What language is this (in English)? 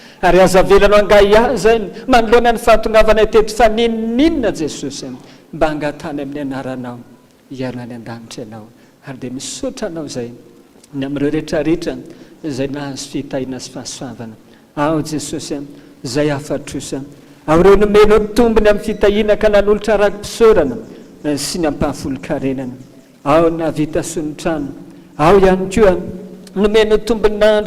Malagasy